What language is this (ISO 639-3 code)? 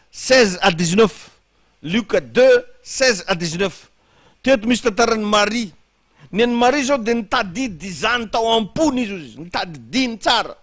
mlg